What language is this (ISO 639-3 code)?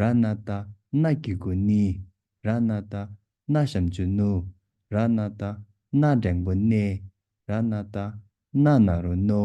bod